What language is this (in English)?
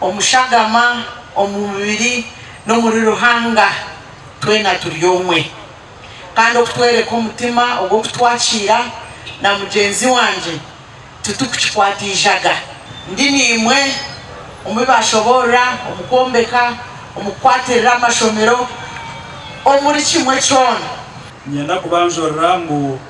Nyankole